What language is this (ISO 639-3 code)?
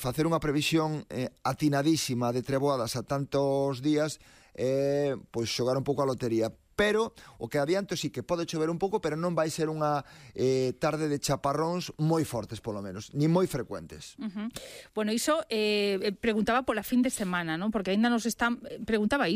glg